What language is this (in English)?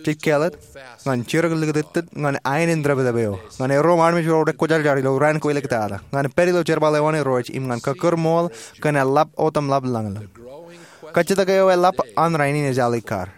Marshallese